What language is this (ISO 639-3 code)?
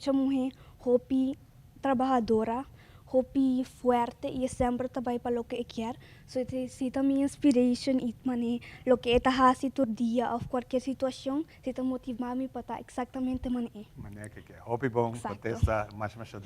pap